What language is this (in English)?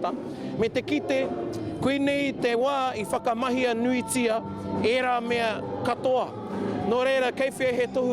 Māori